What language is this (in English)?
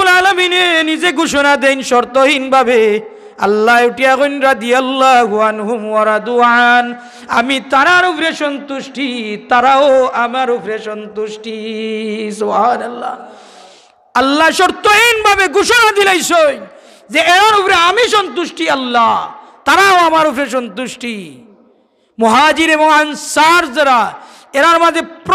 Sylheti